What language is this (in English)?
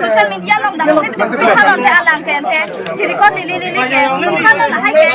Karbi